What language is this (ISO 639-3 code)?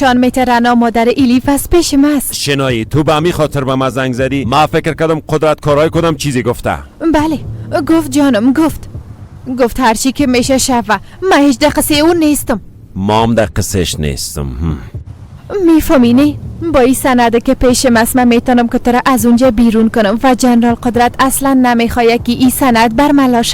fas